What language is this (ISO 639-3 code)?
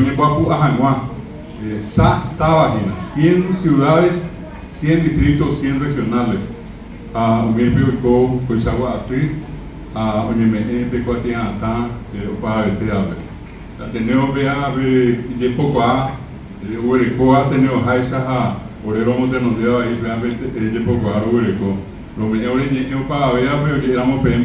grn